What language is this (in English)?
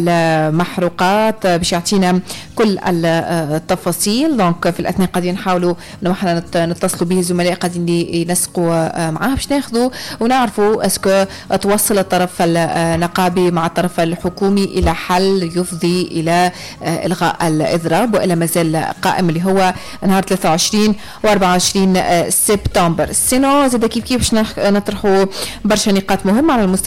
Tunisian Arabic